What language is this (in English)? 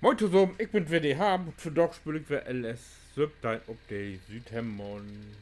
Low German